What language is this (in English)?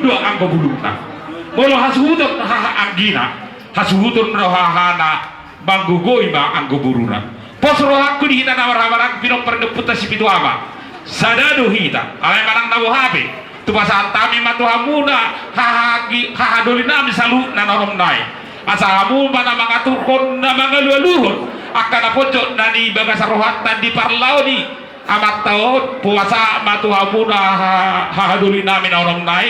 Batak Toba